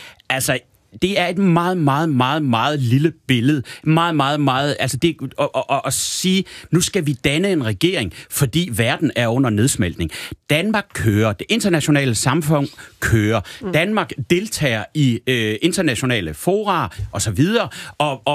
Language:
Danish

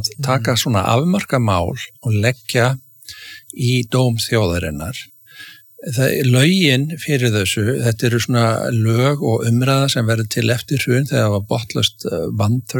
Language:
Icelandic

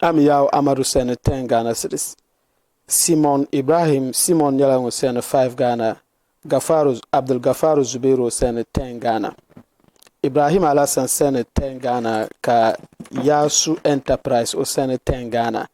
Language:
Dagbani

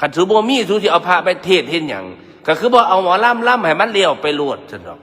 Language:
Northeastern Thai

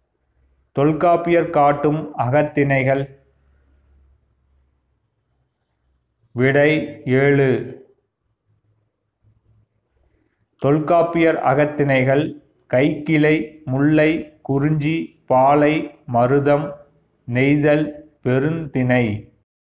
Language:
Tamil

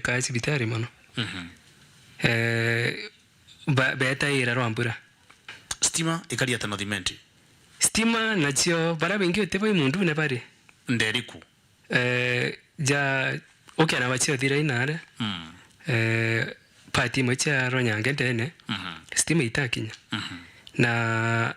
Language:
Meru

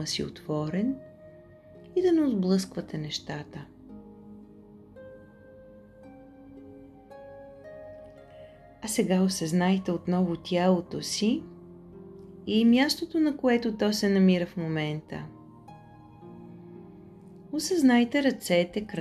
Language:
Bulgarian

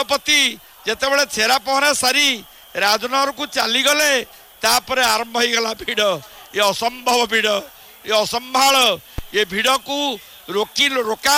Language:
Odia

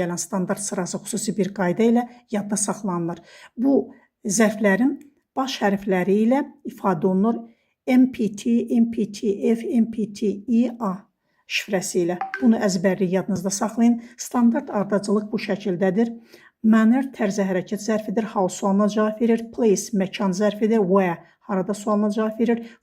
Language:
Azerbaijani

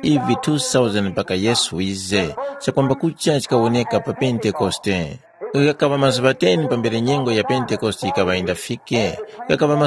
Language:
Tumbuka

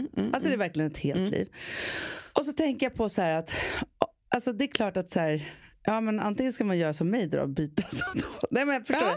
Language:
Swedish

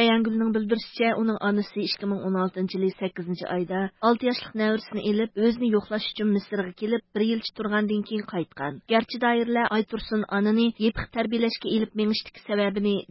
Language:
Uyghur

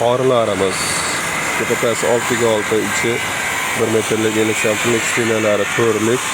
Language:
Uzbek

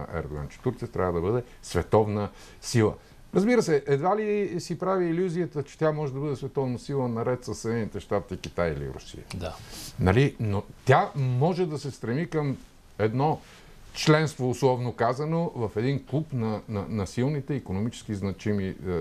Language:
Bulgarian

